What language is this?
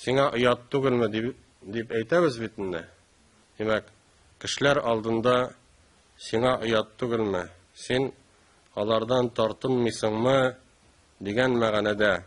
Tatar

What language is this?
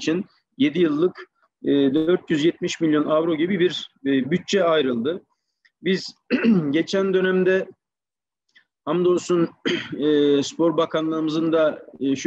Turkish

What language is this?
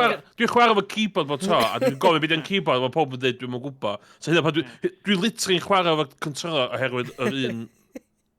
Welsh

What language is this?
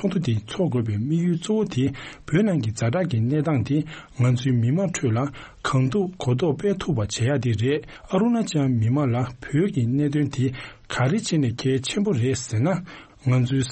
Tibetan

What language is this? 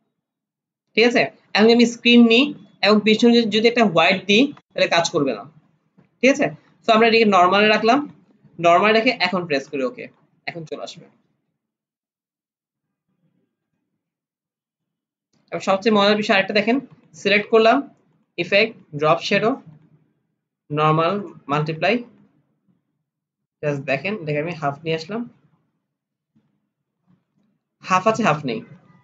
Bangla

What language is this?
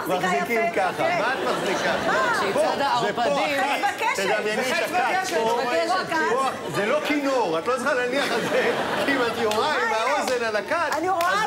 Hebrew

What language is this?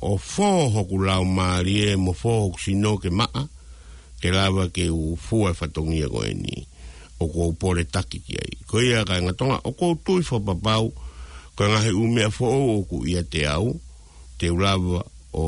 Tongan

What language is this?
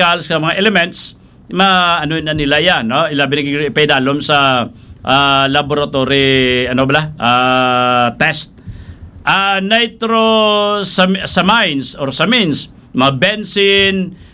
Hiligaynon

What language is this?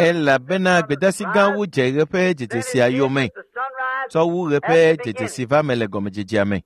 Ewe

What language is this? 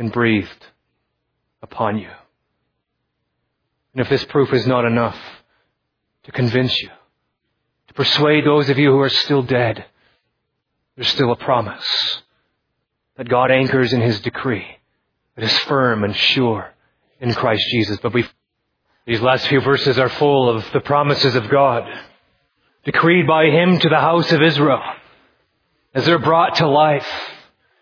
English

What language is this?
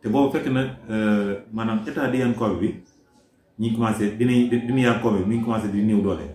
Wolof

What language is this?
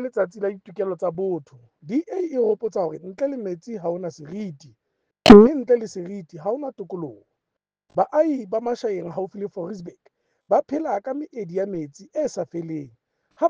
Southern Sotho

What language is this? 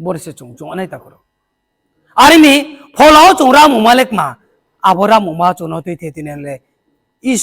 Riang (India)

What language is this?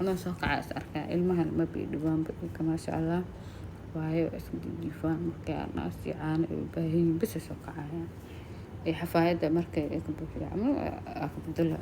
Somali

